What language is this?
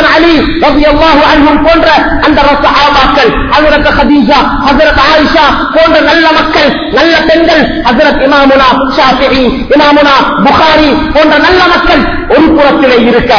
Tamil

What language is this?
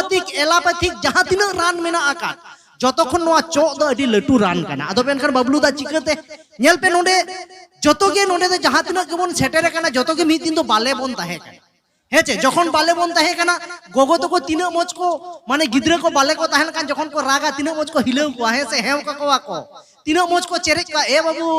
Santali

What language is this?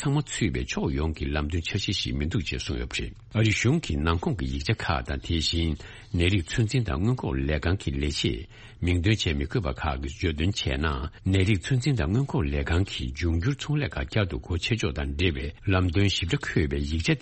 Tibetan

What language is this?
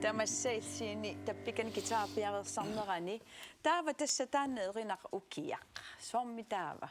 Kalaallisut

